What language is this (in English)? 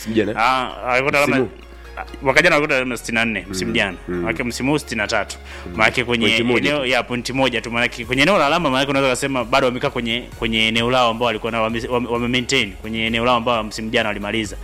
Swahili